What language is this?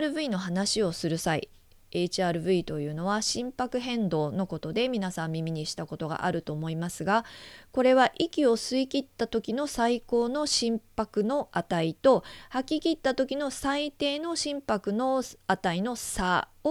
Japanese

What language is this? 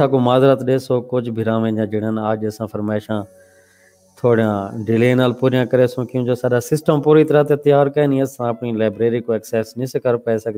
Saraiki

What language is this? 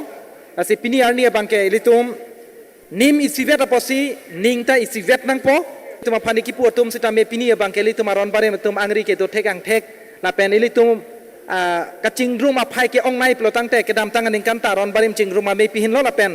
Karbi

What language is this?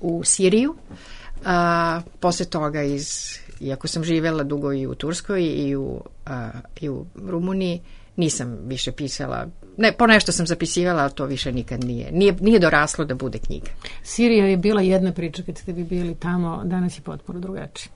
Serbian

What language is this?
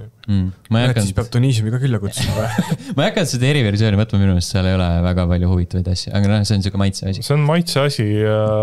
Estonian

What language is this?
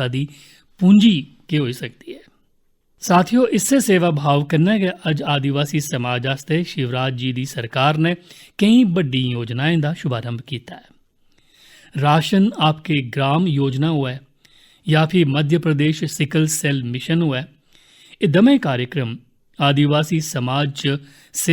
Dogri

